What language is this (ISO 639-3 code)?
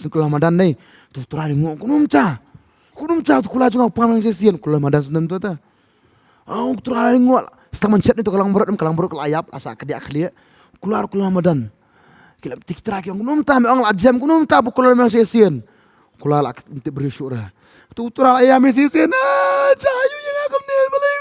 kha